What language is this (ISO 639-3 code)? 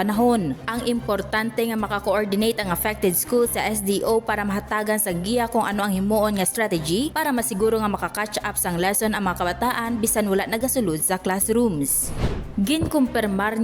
hil